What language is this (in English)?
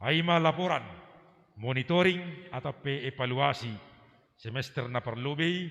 Batak Simalungun